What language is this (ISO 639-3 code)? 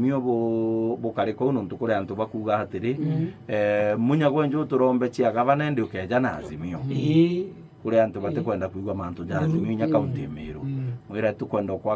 mer